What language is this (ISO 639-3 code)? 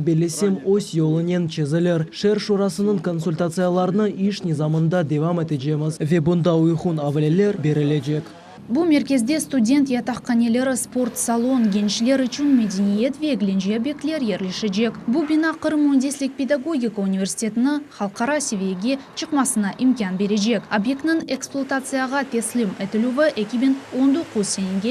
crh